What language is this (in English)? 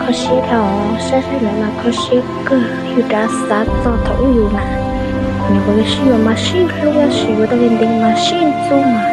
Hmong